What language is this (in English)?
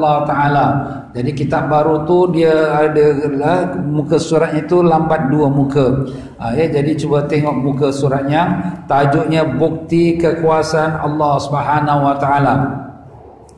Malay